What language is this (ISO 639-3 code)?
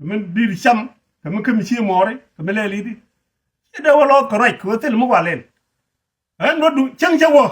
nus